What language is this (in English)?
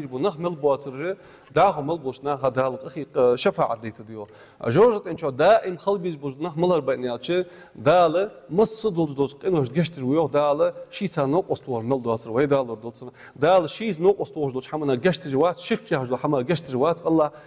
Ingush